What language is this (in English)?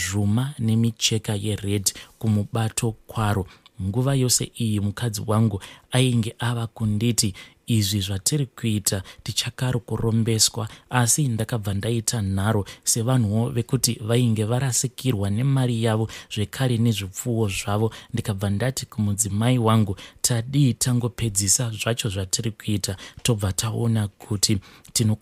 Shona